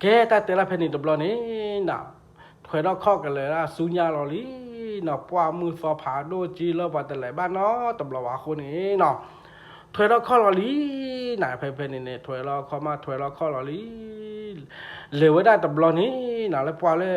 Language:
S'gaw Karen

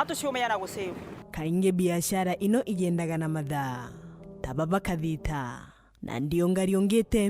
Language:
Meru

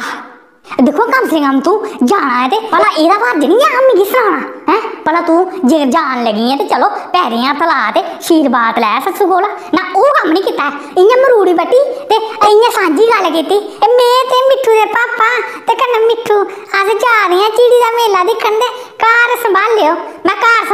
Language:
Dogri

